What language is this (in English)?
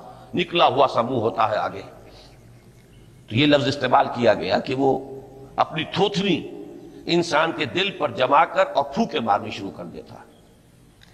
Urdu